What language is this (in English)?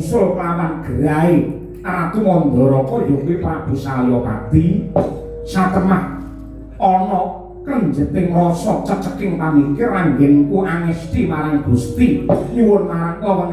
Javanese